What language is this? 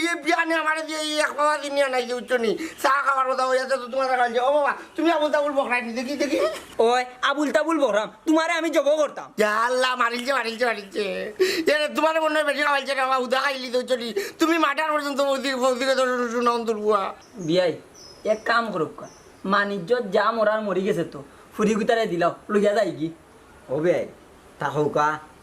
Sylheti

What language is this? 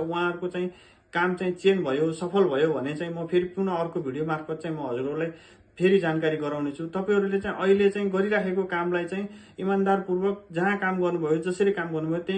Nepali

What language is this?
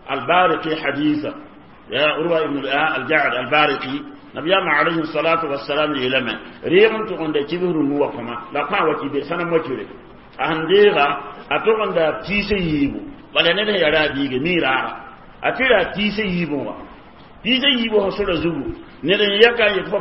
Mossi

